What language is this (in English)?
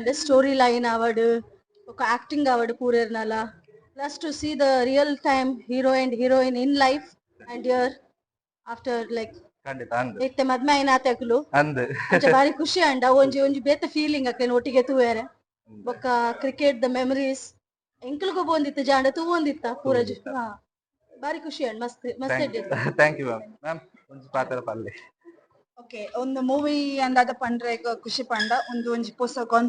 Tulu